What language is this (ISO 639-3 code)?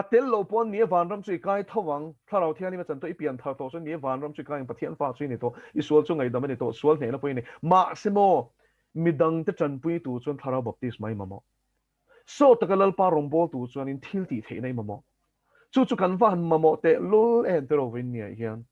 lus